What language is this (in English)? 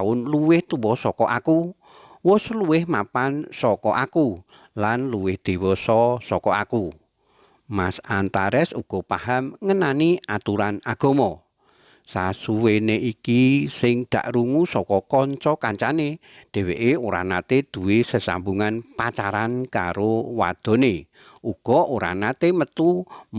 Javanese